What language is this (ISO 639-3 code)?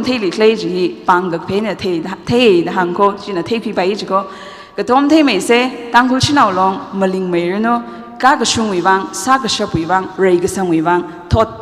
nmf